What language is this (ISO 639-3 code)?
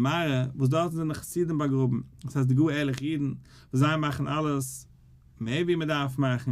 yid